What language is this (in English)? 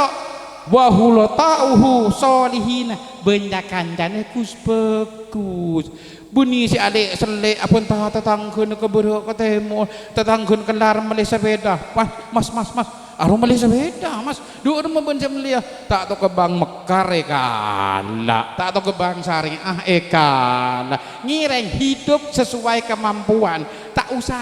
Madurese